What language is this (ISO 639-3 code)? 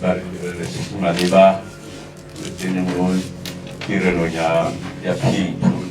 tsn